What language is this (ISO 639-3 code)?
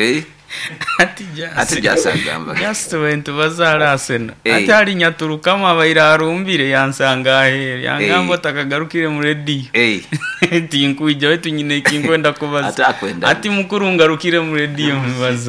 nyo